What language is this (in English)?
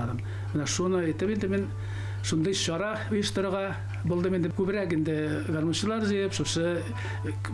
Tatar